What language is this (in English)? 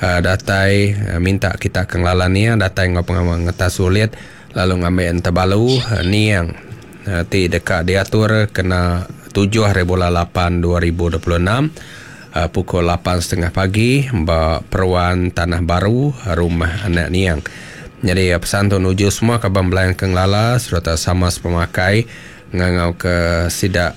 Iban